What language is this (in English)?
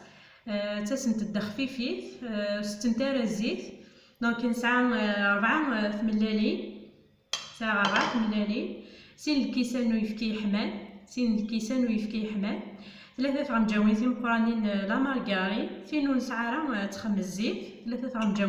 Kabyle